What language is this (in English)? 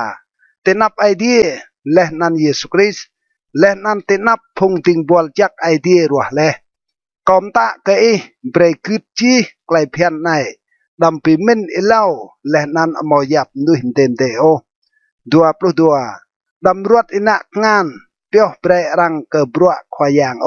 Rade